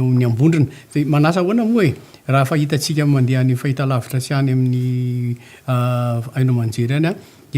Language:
Malagasy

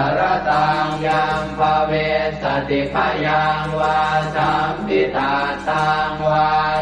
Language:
Pali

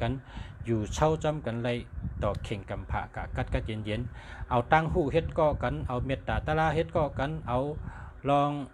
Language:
Shan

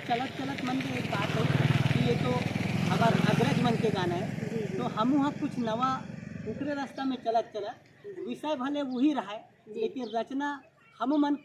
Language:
Chhattisgarhi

